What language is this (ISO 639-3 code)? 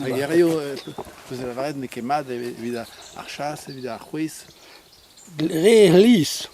bre